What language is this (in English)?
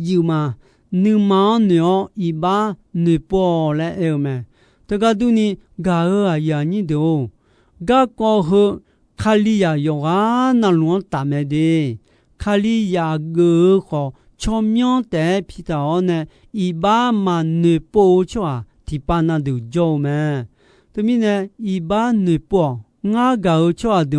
Akha